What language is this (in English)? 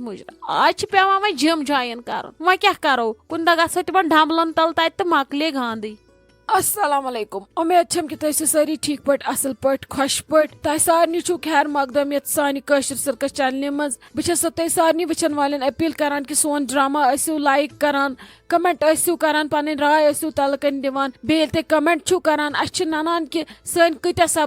Kashmiri